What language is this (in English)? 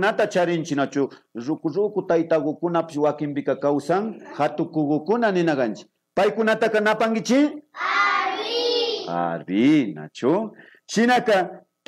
Imbabura Highland Quichua